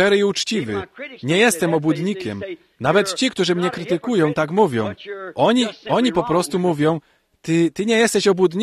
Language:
Polish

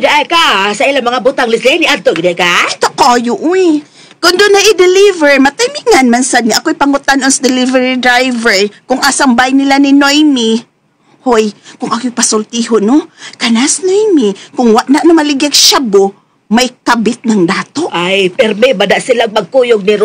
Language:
Cebuano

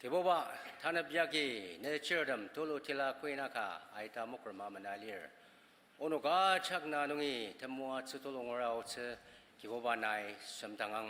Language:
Ao Naga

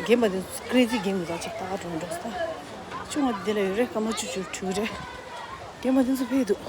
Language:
Tibetan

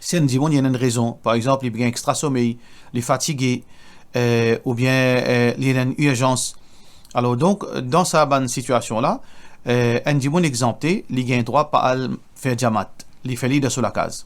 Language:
Morisyen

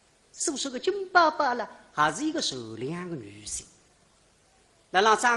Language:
Wu Chinese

